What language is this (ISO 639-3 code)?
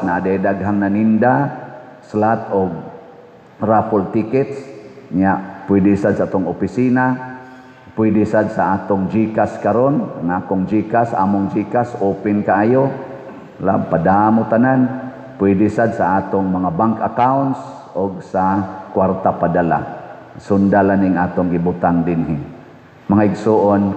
ceb